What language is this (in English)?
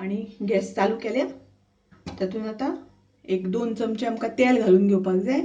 Konkani